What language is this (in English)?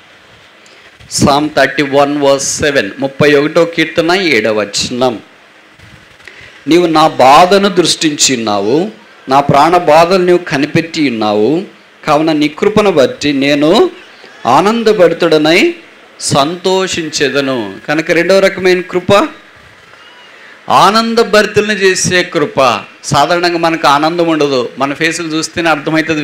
Telugu